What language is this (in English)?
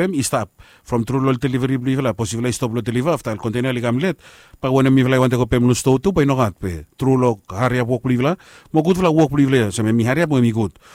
Bislama